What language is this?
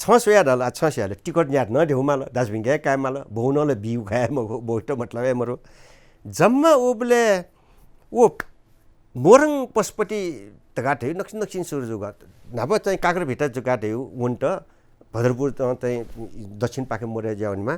Newari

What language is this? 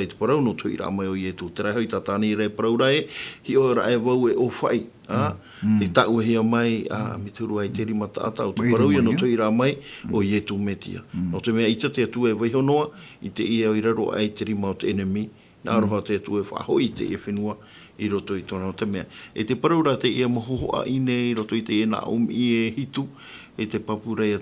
Tahitian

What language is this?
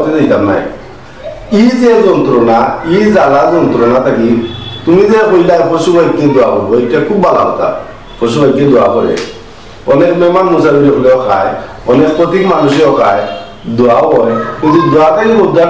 Sylheti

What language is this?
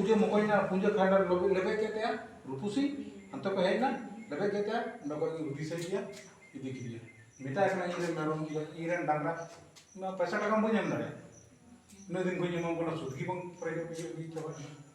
Santali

